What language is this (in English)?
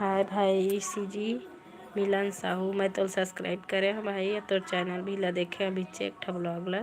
Chhattisgarhi